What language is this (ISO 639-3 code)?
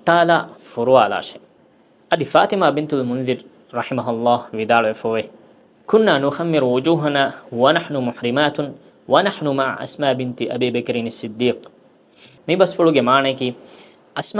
div